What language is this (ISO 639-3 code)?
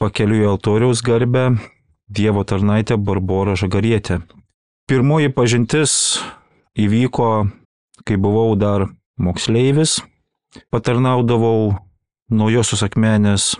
lit